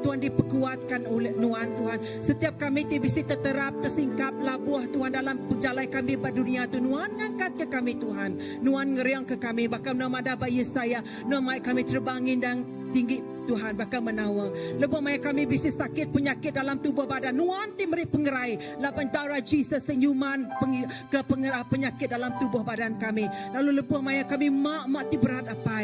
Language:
Iban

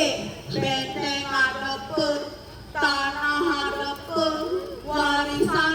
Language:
Balinese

